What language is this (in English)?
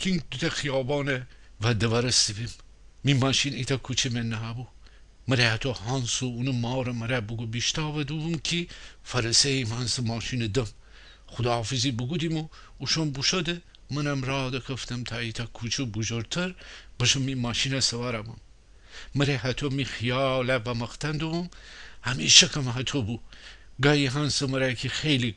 Gilaki